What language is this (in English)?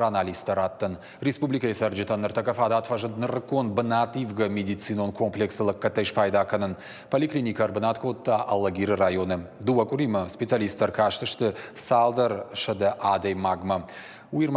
Ossetic